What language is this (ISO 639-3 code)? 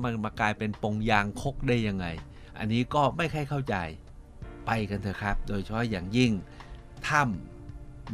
tha